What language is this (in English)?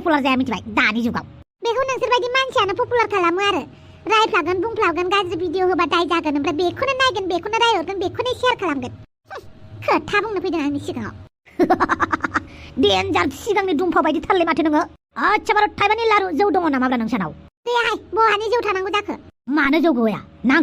Bodo